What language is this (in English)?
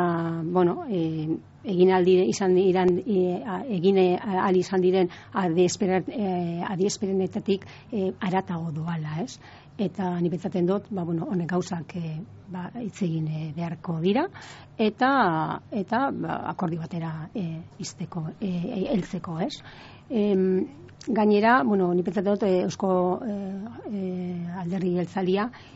Basque